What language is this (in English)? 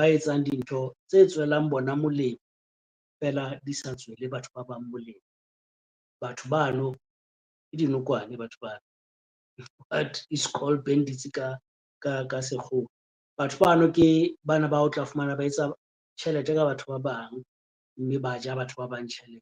Southern Sotho